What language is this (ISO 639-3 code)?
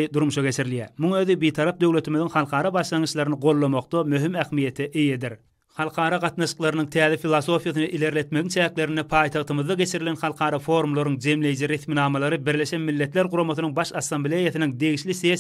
tuk